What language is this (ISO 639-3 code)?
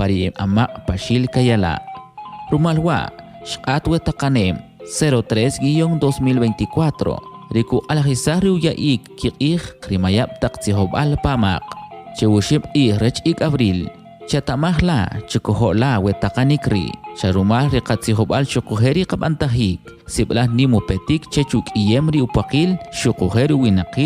quc